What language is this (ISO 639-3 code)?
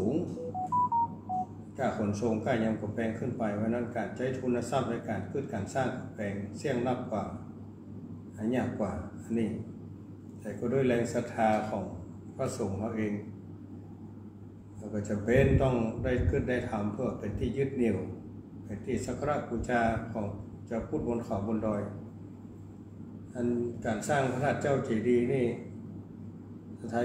tha